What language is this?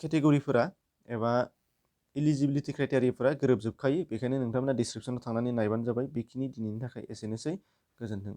Bodo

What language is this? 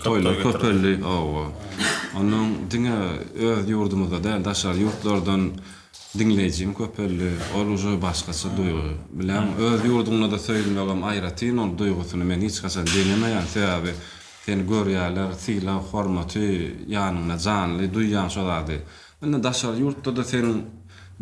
Turkmen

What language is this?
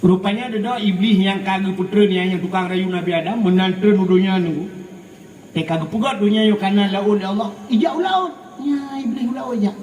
Achinese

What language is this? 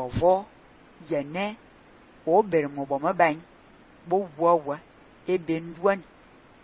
Fang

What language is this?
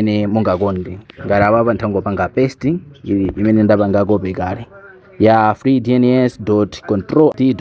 Nyanja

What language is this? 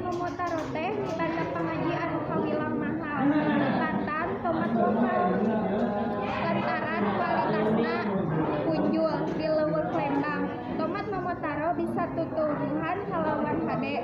Sundanese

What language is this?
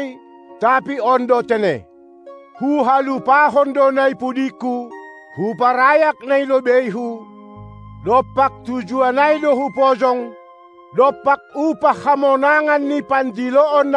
Batak Simalungun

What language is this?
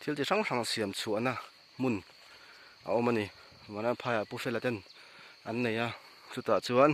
Mizo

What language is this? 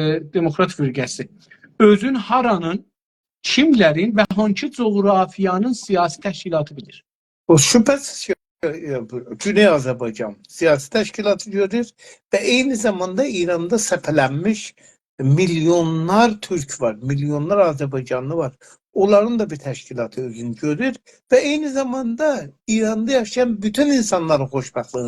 South Azerbaijani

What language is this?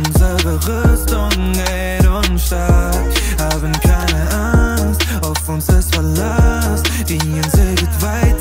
German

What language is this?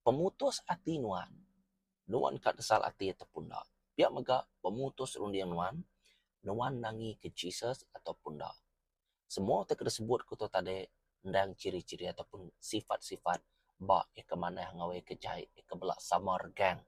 Iban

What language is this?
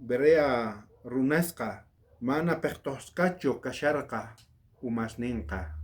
South Bolivian Quechua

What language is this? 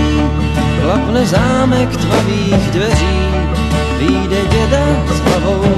Czech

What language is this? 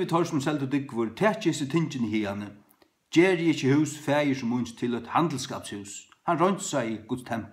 Faroese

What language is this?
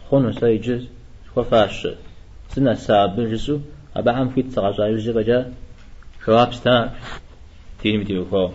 Kabardian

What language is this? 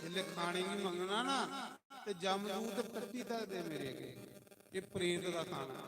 Dogri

